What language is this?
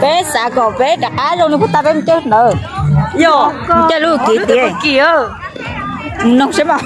Hmong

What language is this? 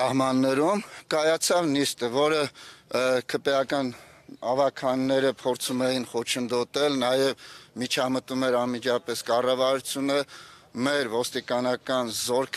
Armenian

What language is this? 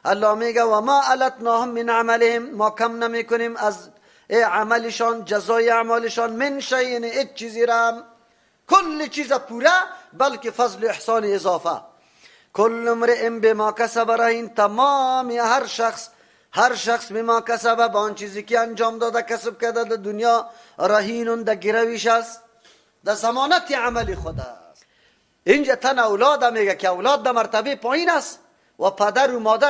Persian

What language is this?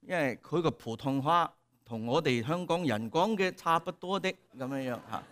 Cantonese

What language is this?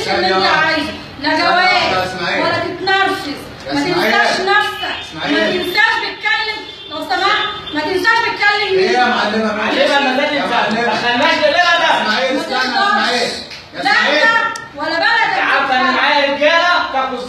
Egyptian Arabic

